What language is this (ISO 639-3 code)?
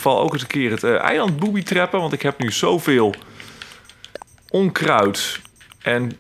nld